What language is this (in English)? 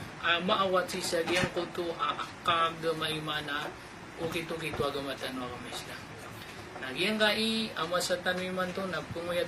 Maranao